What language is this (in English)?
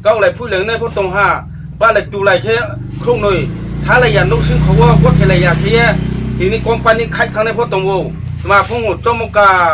Riang (India)